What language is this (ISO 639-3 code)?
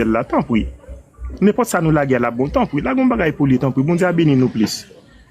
hat